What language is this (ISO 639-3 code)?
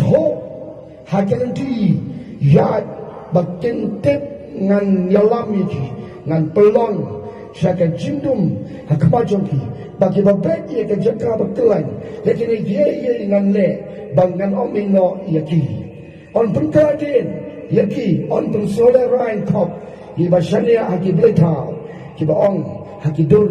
kha